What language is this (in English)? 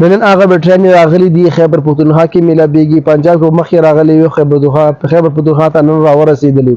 Pashto